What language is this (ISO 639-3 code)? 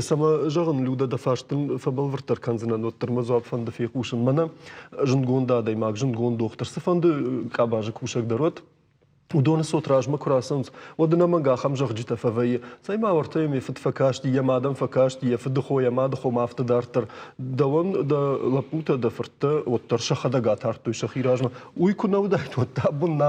oss